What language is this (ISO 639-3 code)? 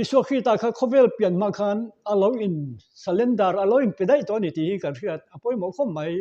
lus